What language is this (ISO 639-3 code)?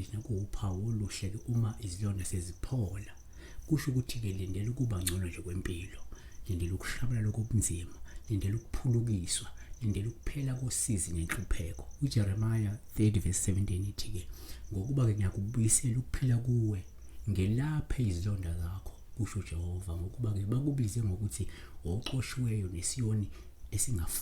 zul